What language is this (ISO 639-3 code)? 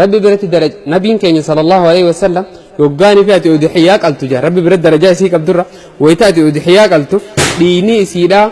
orm